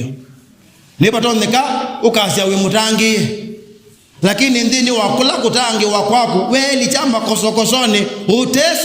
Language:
Kamba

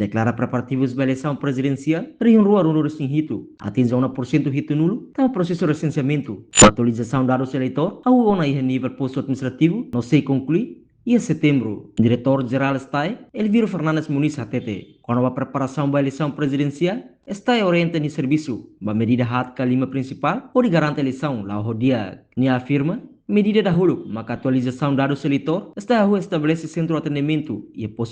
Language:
Tetum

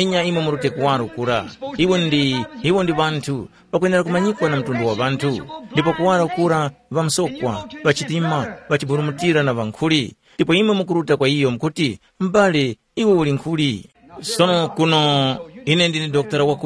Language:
Tumbuka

